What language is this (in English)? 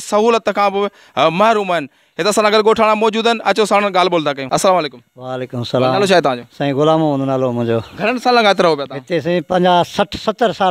Sindhi